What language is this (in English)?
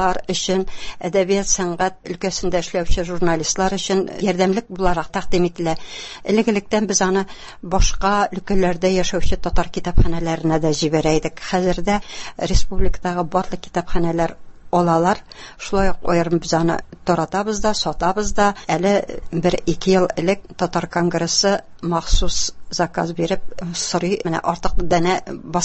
Tatar